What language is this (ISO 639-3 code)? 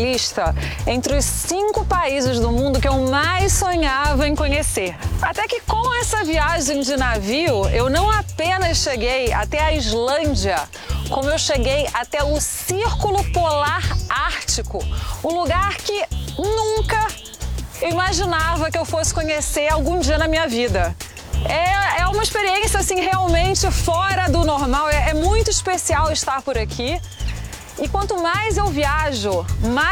por